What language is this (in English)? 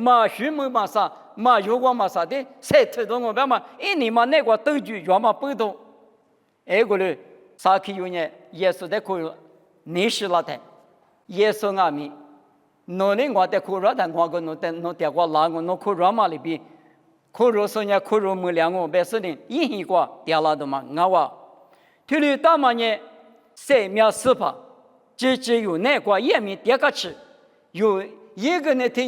Lisu